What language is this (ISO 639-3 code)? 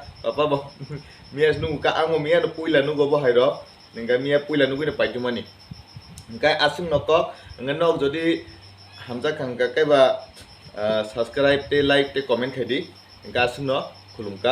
trp